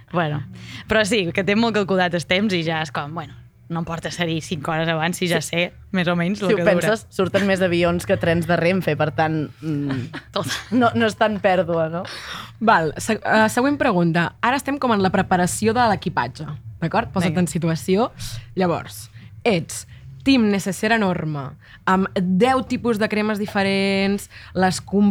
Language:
Catalan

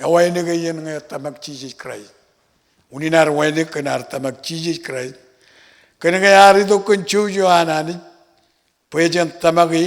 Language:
Marshallese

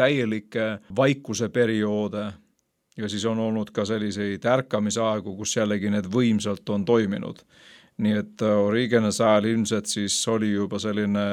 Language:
Estonian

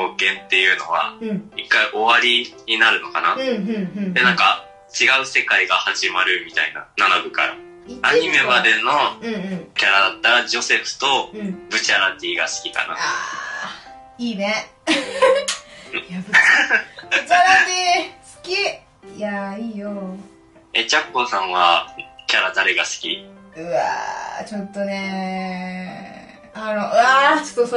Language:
Japanese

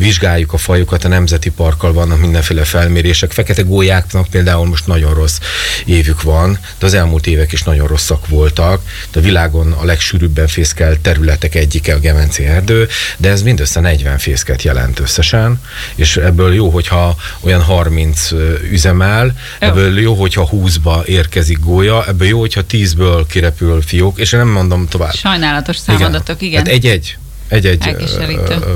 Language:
Hungarian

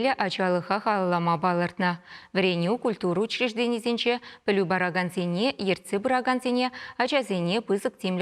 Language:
Chuvash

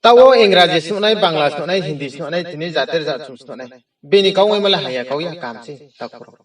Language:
Riang (India)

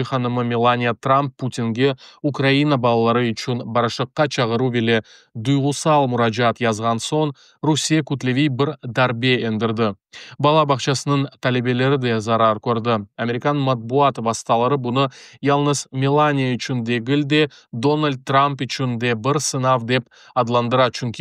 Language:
Crimean Tatar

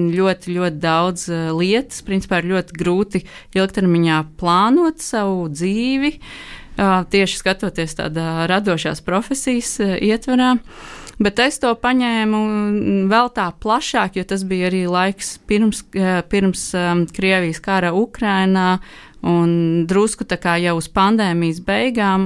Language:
Latvian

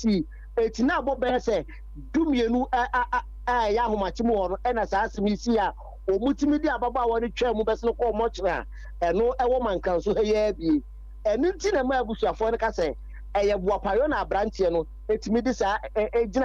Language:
Akan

